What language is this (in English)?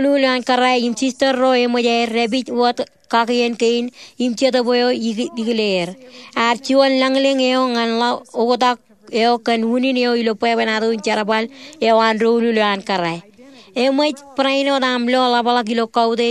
Marshallese